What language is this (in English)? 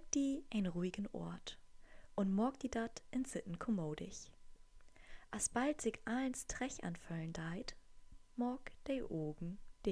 Low German